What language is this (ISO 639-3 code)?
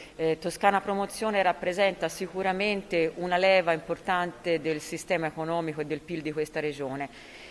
ita